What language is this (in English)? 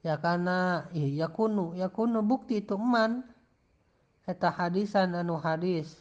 Sundanese